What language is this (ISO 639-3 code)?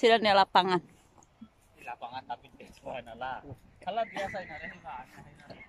tet